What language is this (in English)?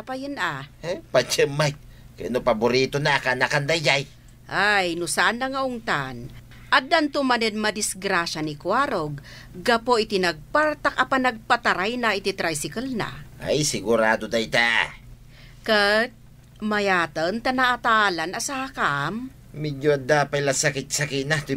Iloko